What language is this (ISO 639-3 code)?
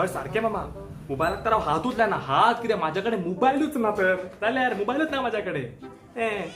kok